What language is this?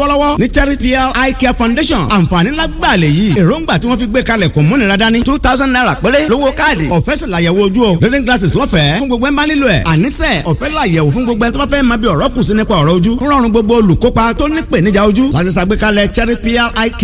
Yoruba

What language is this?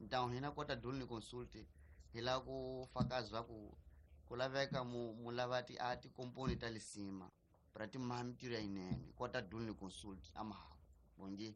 Tsonga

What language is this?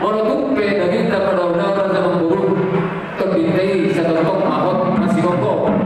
Batak Toba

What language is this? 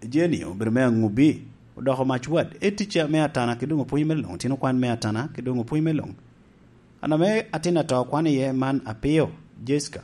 Lango (Uganda)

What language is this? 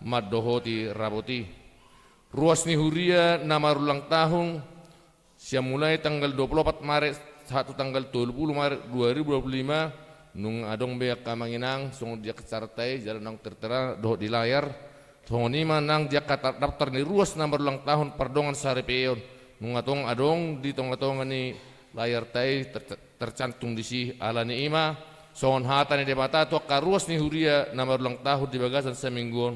Batak Toba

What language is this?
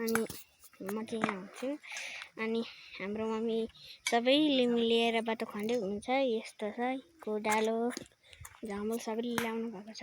Nepali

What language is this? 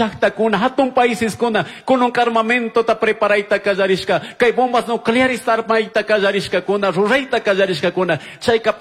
Chimborazo Highland Quichua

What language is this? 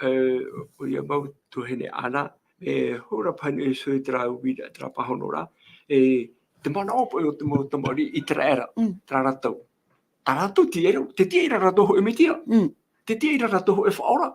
Tahitian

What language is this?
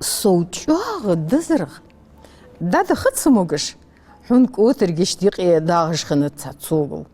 Ingush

